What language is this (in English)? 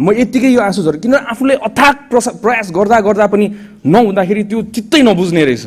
Nepali